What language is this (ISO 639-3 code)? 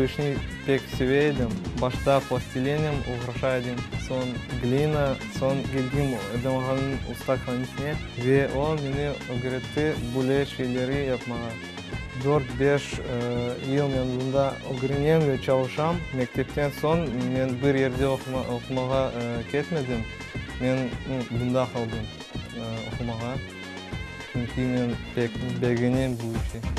crh